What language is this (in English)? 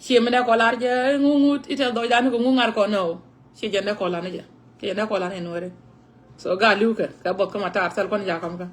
Nuer